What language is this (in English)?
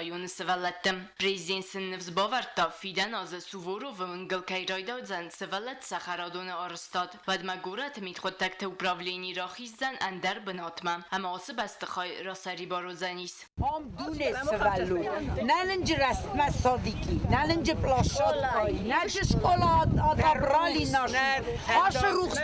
Ossetic